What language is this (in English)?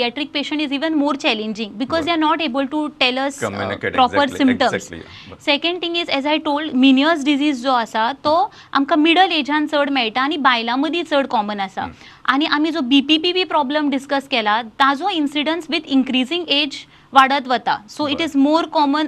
Konkani